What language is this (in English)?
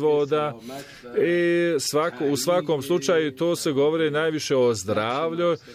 Bosnian